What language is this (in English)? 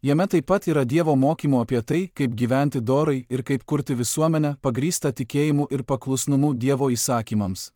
Lithuanian